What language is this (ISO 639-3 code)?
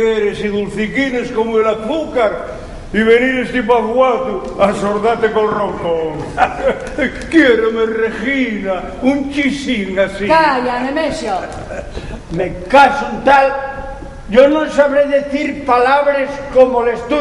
ast